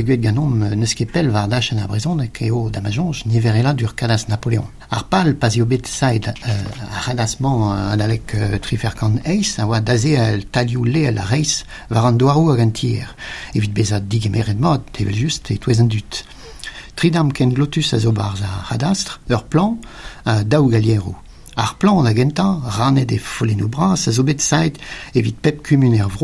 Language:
Breton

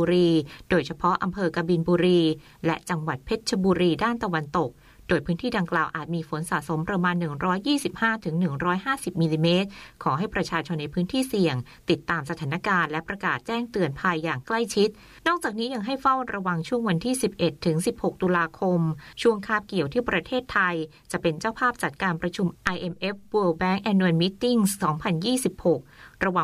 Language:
Thai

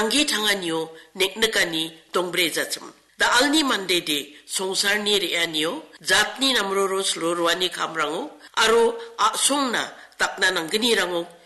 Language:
Garo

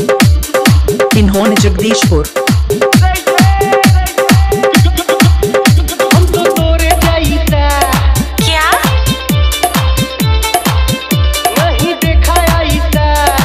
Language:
Bhojpuri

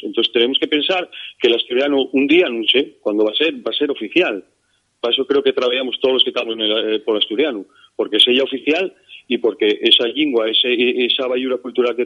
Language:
Asturian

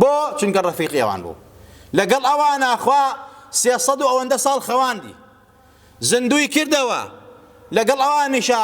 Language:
Central Kurdish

